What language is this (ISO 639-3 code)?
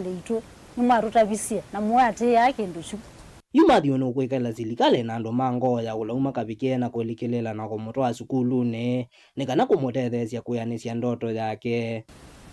kam